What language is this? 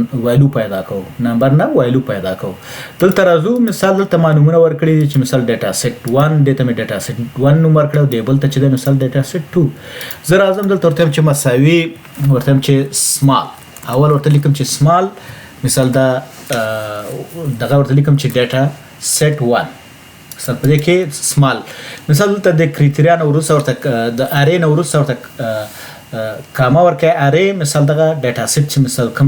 Pashto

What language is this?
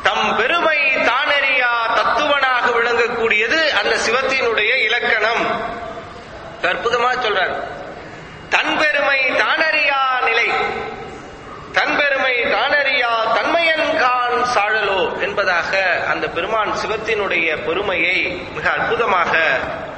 Tamil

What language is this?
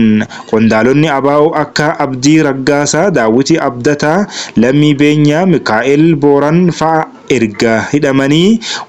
Oromo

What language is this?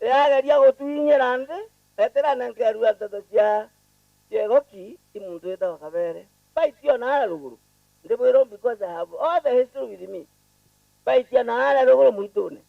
Meru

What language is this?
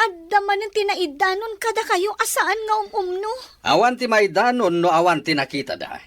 Iloko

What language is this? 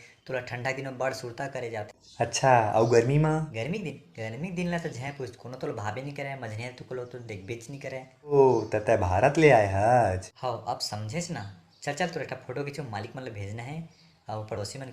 Chhattisgarhi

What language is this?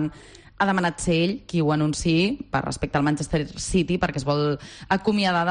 Catalan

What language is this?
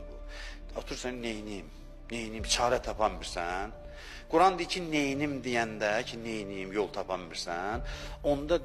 Azerbaijani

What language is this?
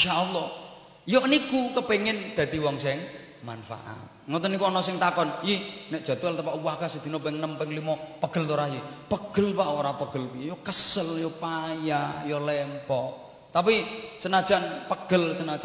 Javanese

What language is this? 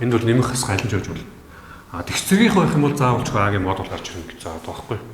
Mongolian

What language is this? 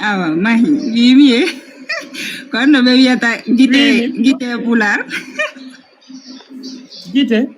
Fula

